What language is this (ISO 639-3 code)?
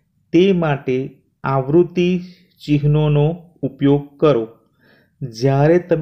guj